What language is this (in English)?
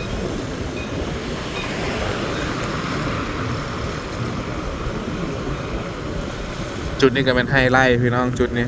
Lao